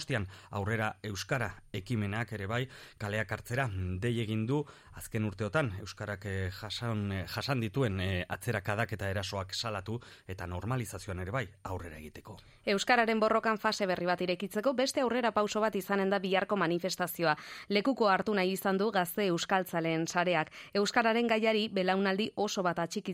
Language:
Basque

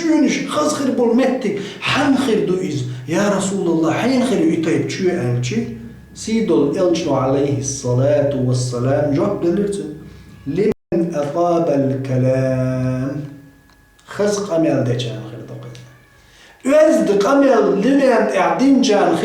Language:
Chechen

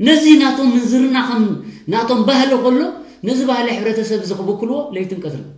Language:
Tigrinya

